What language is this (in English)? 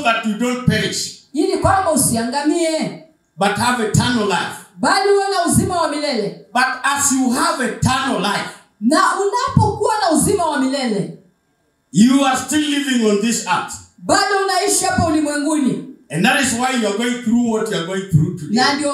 Swahili